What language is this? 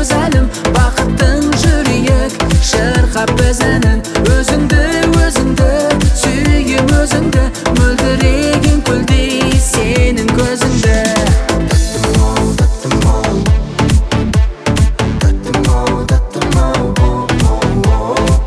Kazakh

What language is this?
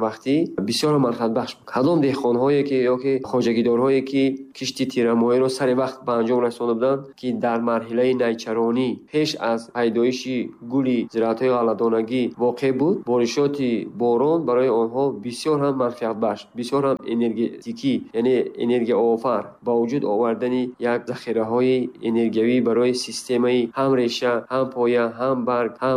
Tajik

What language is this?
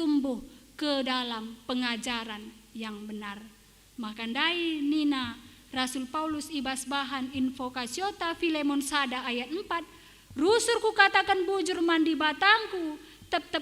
Batak Karo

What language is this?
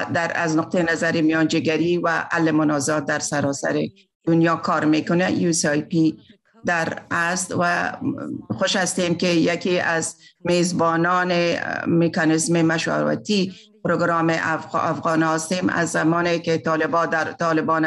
Persian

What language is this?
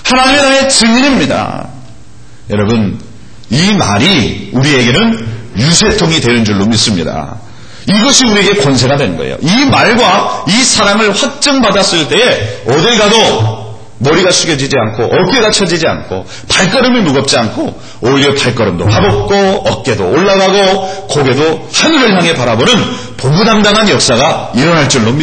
Korean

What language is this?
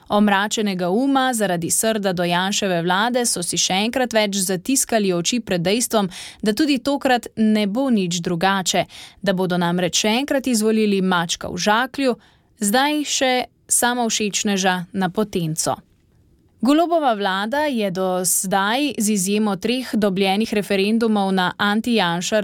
Slovenian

